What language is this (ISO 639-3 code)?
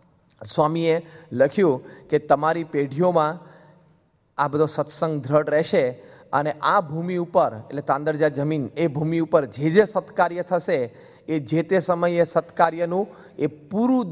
guj